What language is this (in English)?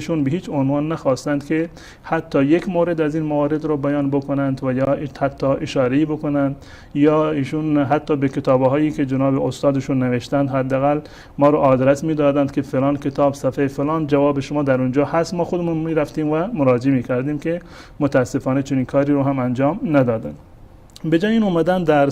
Persian